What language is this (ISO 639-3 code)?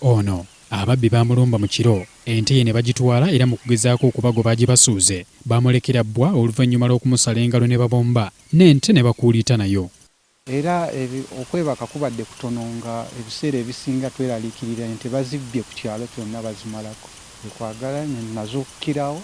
lug